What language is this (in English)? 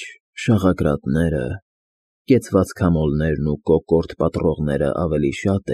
Armenian